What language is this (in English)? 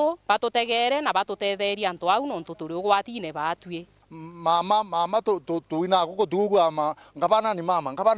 Meru